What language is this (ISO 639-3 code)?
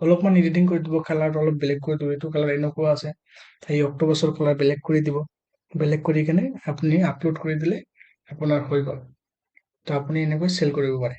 asm